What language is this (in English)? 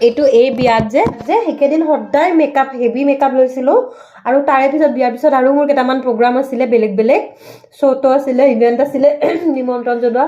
Assamese